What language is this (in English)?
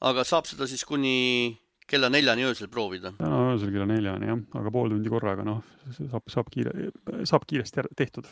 Estonian